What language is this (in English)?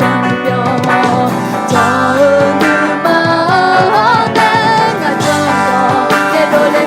Akha